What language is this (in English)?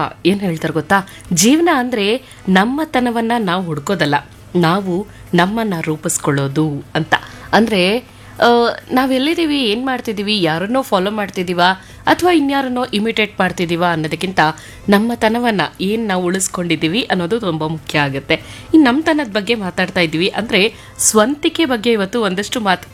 Kannada